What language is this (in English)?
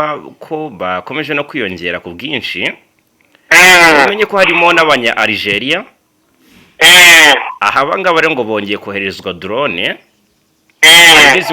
Kinyarwanda